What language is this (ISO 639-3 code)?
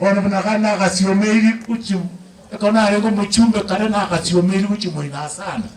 guz